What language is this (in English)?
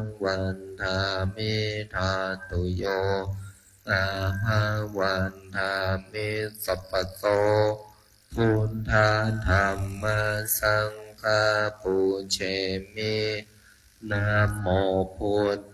Pali